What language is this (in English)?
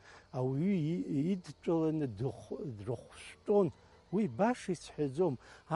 Abkhazian